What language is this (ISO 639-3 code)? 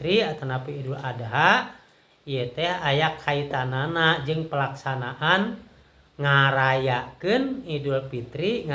sun